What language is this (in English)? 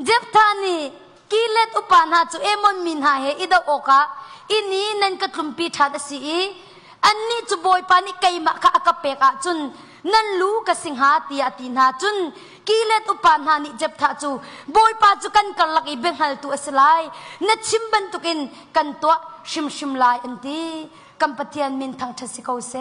Hakha Chin